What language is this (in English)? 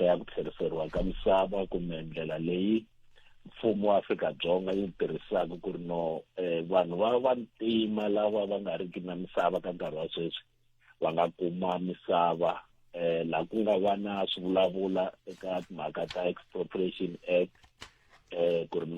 Tsonga